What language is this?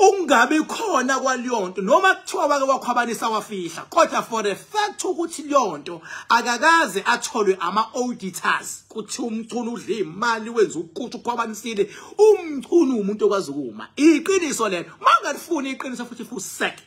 Zulu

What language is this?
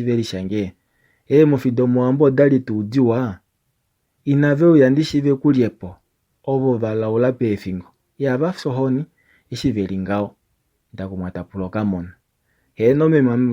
Kuanyama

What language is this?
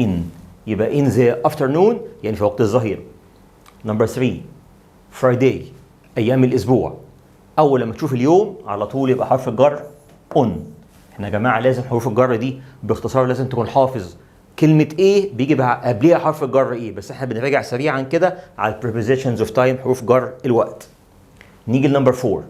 Egyptian Arabic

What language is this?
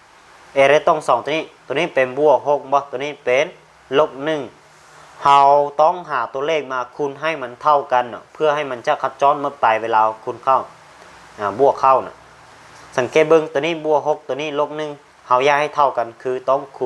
Lao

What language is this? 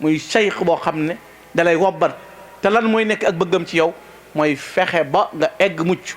Wolof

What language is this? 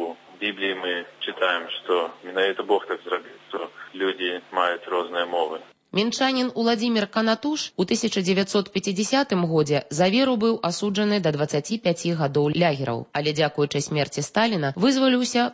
Belarusian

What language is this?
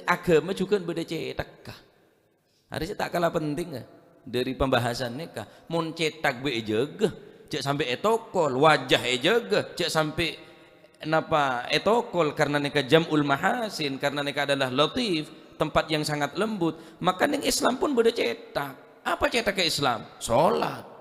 Madurese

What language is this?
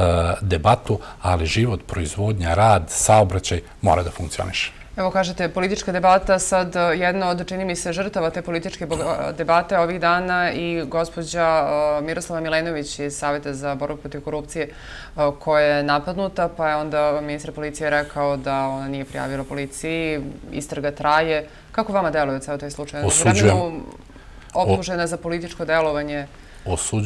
Serbian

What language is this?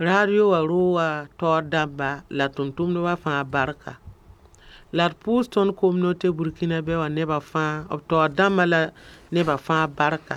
Mossi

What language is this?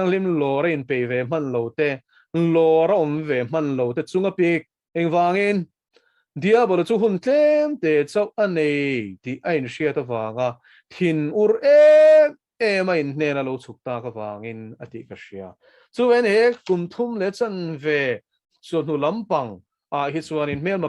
Mizo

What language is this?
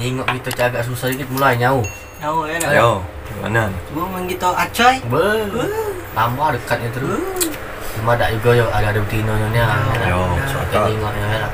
Musi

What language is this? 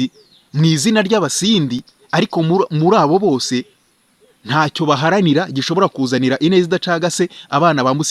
Kinyarwanda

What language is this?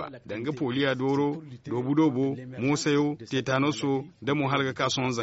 Zarma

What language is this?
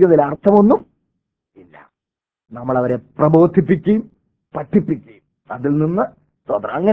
Malayalam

